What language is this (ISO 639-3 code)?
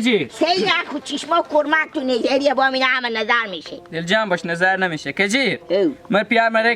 haz